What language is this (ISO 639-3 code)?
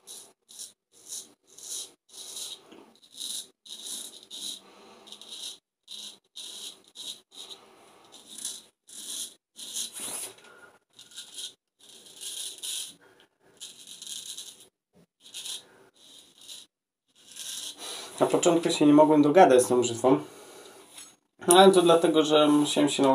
pol